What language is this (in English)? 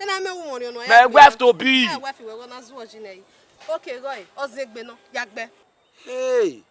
Bini